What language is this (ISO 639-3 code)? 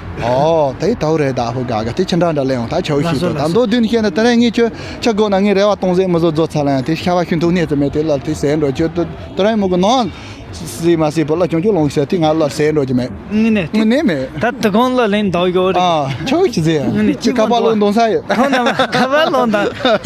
bod